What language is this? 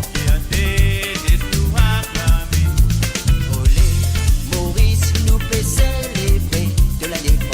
Morisyen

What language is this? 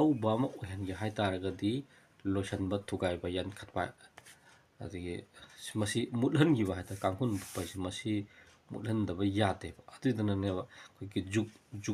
Manipuri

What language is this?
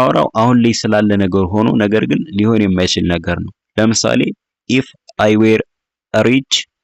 Amharic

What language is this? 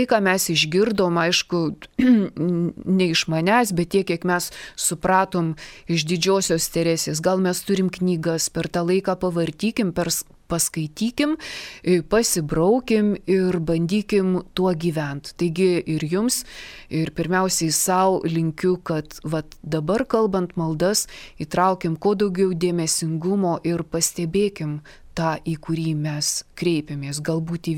Lithuanian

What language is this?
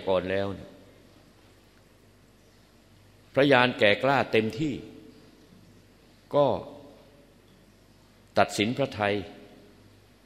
Thai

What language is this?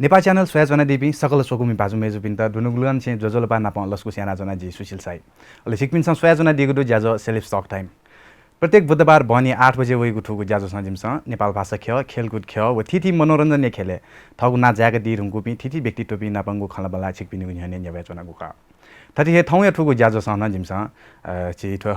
Newari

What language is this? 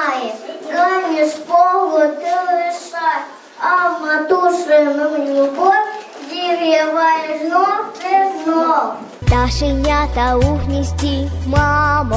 Ukrainian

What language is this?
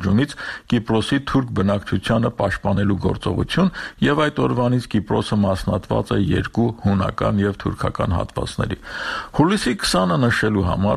Armenian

